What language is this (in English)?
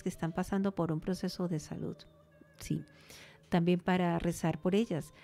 Spanish